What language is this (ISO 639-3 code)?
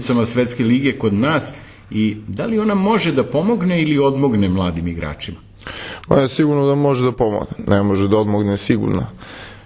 srp